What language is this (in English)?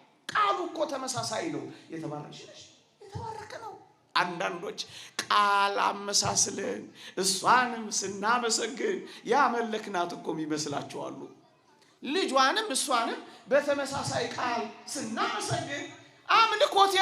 Amharic